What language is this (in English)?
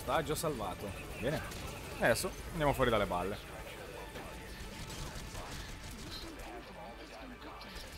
Italian